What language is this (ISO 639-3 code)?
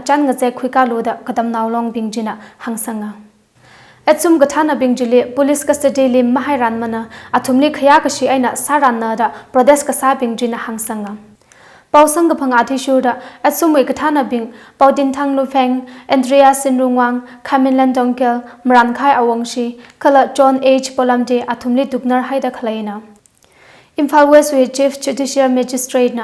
nmf